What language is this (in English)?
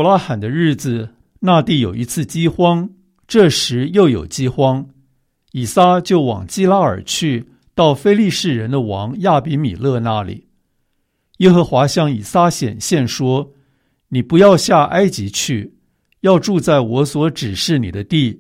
Chinese